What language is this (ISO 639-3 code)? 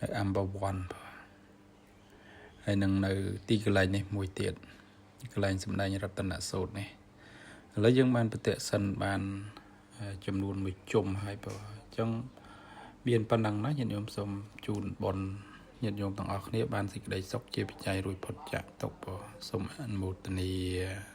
khm